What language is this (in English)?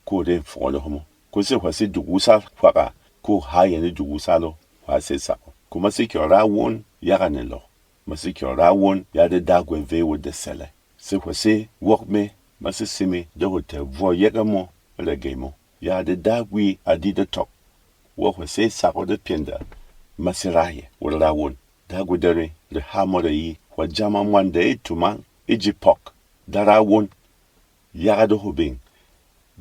Berom